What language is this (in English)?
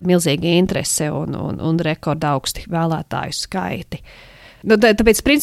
Latvian